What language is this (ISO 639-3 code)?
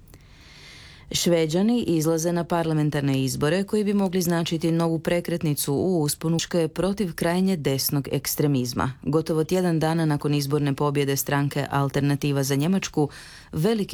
hrv